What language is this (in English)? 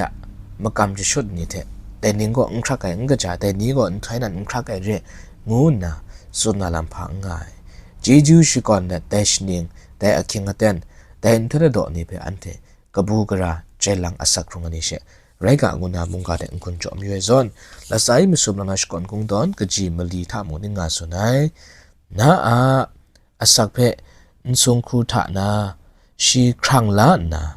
Kachin